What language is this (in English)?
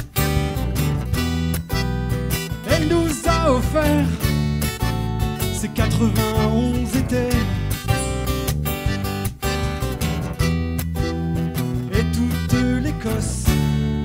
French